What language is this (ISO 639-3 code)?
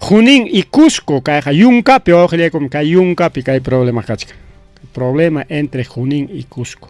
quy